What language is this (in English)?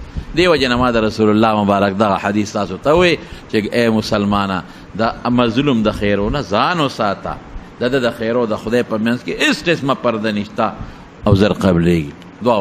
Pashto